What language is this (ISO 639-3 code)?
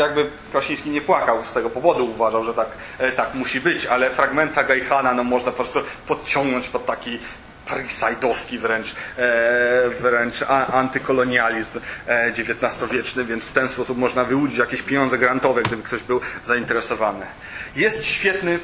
pol